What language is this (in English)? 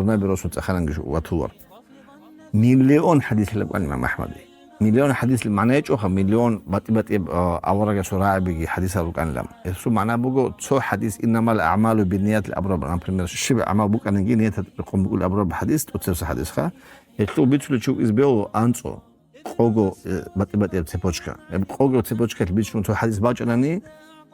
Avaric